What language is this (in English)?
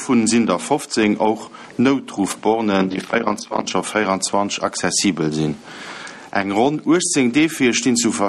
Luxembourgish